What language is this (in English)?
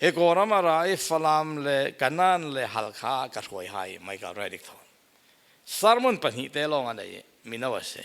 Falam Chin